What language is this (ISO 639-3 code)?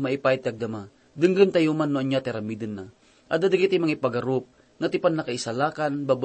ilo